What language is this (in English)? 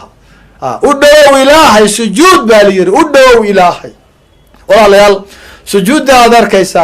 Somali